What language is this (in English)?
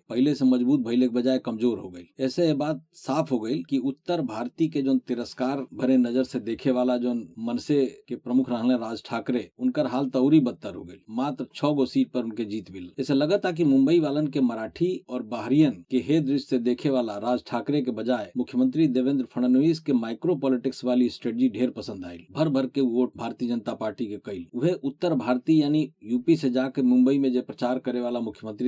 Bhojpuri